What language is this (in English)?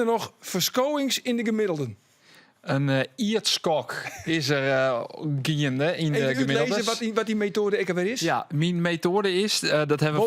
Western Frisian